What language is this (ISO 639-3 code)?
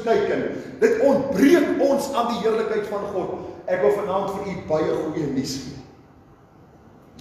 afr